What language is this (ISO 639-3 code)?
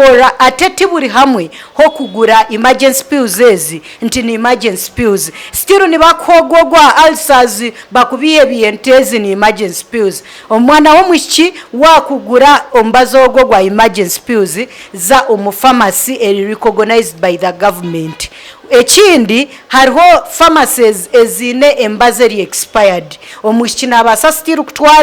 nyn